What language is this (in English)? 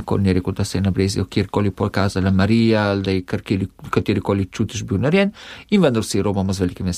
Slovenian